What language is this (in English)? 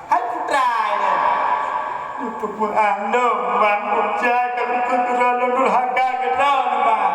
Achinese